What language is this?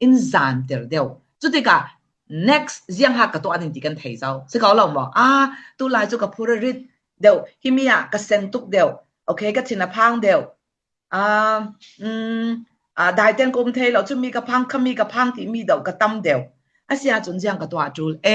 Falam Chin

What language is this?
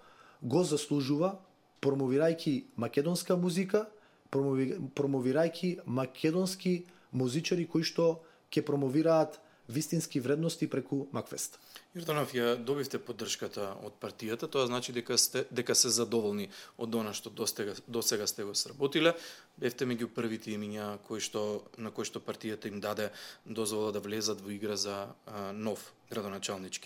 Macedonian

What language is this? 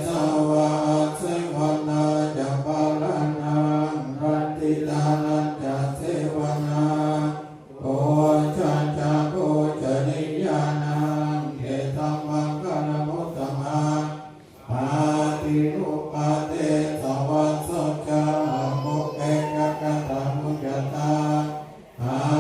Pali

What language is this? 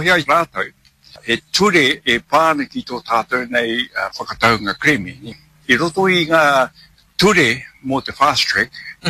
Māori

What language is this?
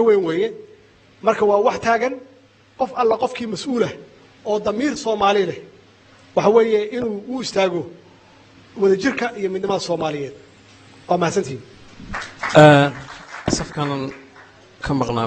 Somali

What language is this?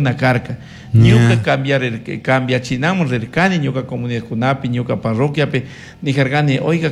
Chimborazo Highland Quichua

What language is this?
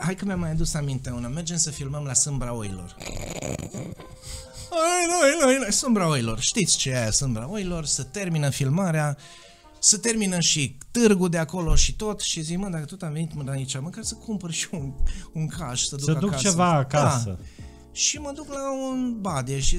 Romanian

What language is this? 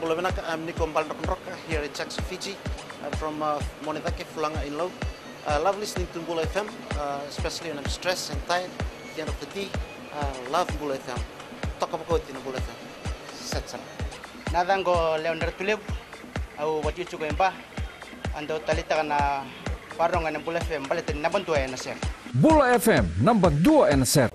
Fijian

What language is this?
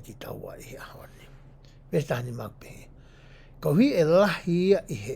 Tongan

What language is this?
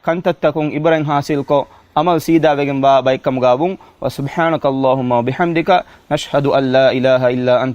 Divehi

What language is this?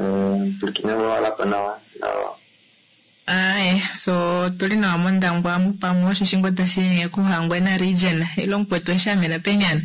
Kuanyama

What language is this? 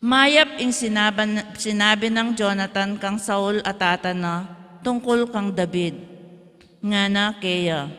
Pampanga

